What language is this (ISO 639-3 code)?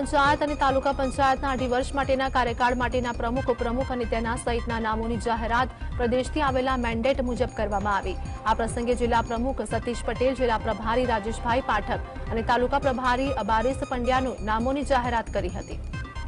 guj